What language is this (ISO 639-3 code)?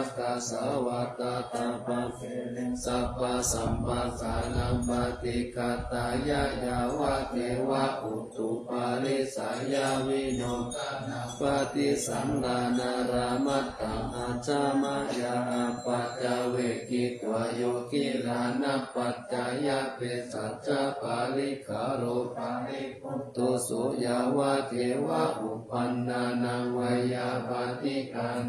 pli